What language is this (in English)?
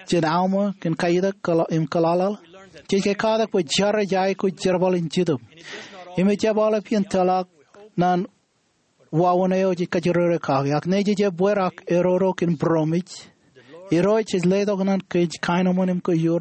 Marshallese